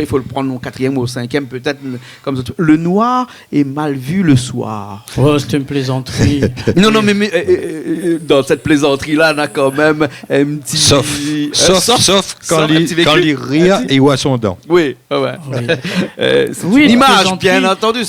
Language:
Réunion Creole French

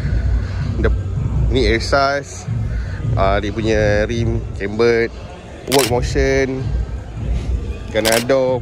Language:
Malay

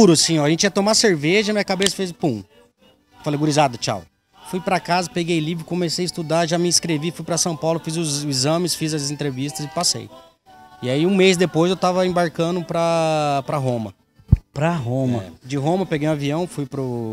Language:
Portuguese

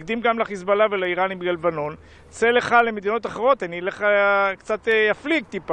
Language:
Hebrew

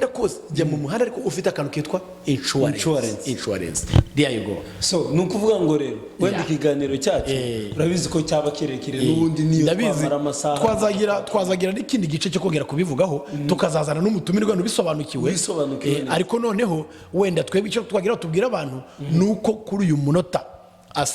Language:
Kinyarwanda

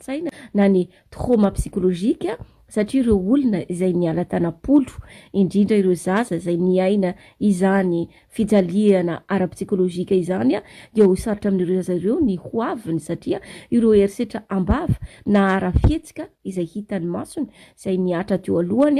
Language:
Malagasy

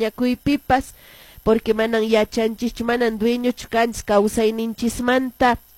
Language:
Quechua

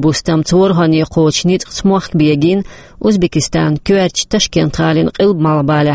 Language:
Chechen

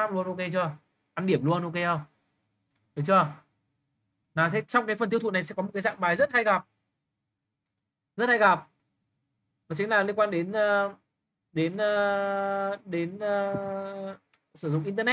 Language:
Vietnamese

